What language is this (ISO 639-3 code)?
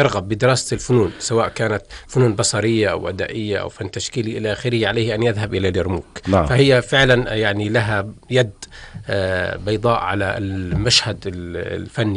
apc